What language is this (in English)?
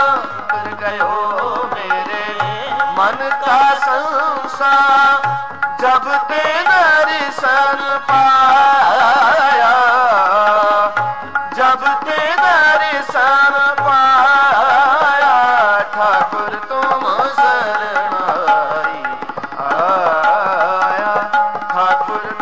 Punjabi